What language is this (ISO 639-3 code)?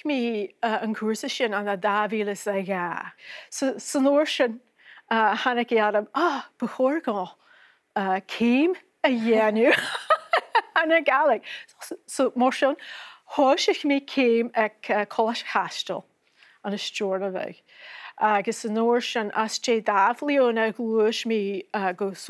gla